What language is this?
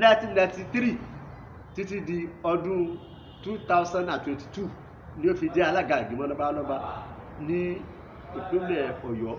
Yoruba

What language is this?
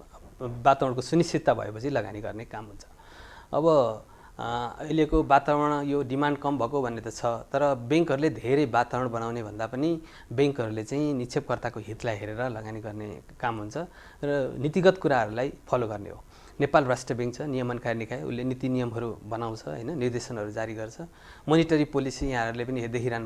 Nepali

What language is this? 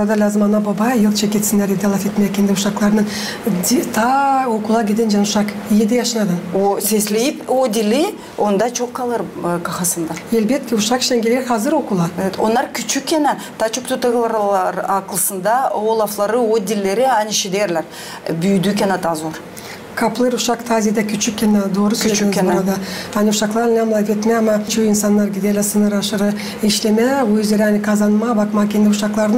Gagauz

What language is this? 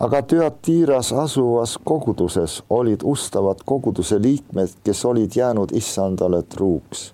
Estonian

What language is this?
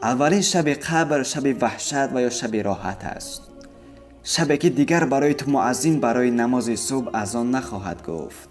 Tajik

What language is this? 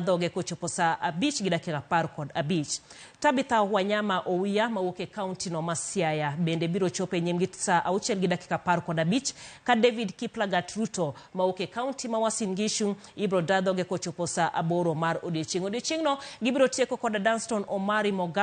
Luo (Kenya and Tanzania)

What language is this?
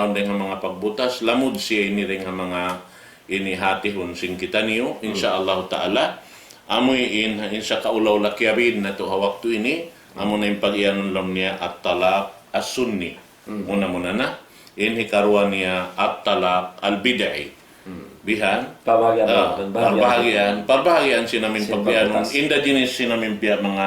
Tausug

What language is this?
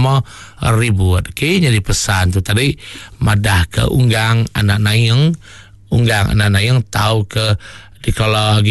Iban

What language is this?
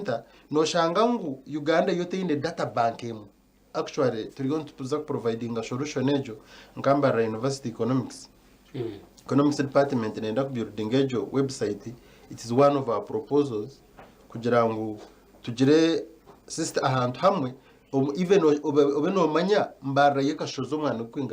Nyankole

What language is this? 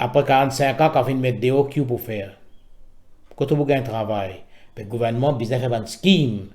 Morisyen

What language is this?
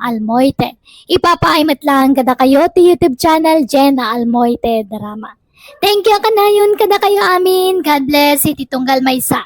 Iloko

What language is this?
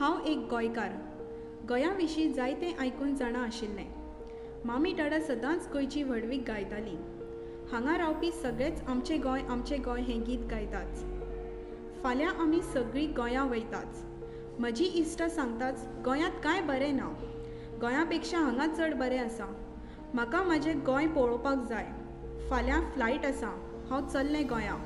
Konkani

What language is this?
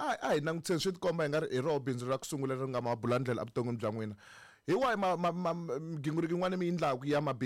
Tsonga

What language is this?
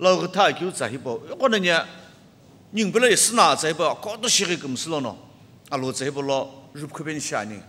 Sumi Naga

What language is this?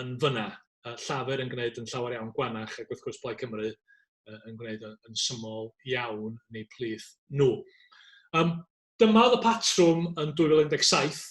Welsh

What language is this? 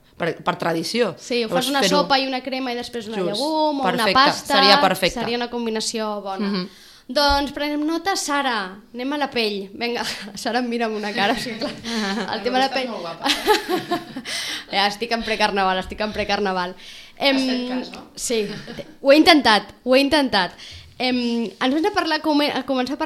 Catalan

